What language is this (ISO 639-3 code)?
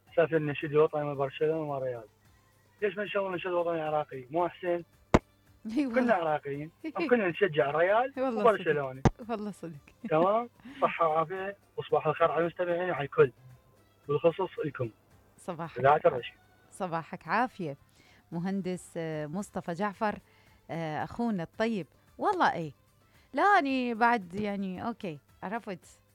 acm